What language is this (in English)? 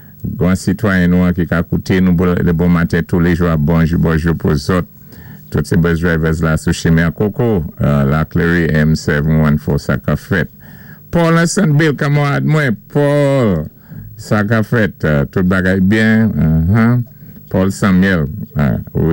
Saint Lucian Creole French